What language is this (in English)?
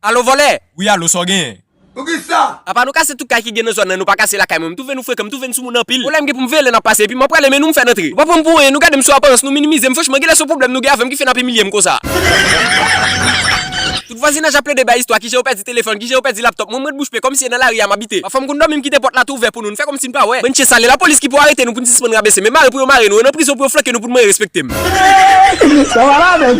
Haitian Creole